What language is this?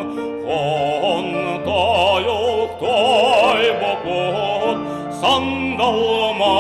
Yakut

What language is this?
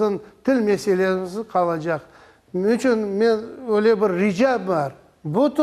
Crimean Tatar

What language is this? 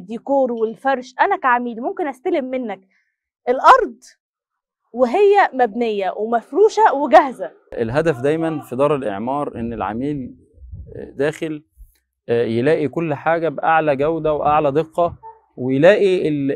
Egyptian Arabic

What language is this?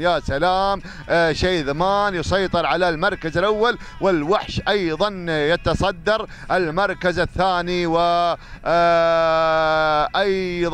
Arabic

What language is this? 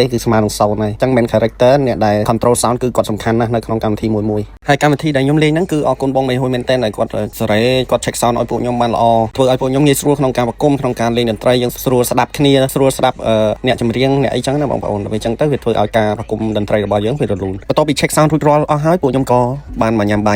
Khmer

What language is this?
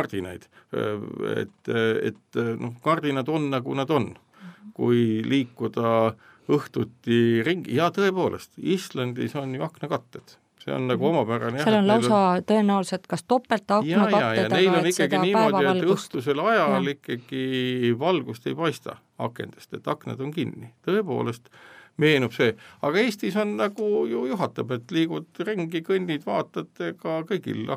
Estonian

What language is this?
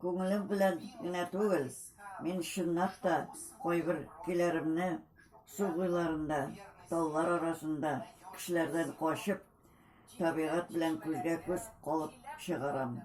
Tatar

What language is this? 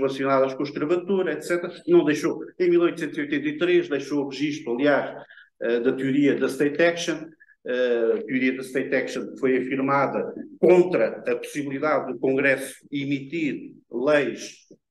Portuguese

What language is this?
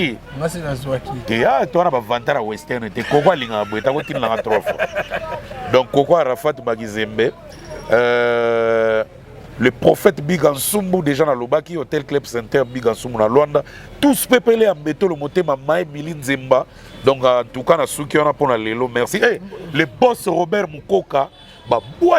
Lingala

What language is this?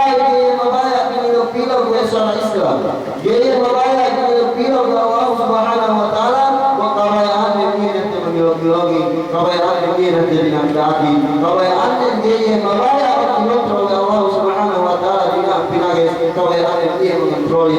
Yakan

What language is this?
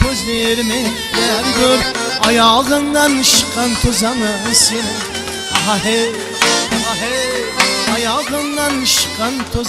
Kara-Kalpak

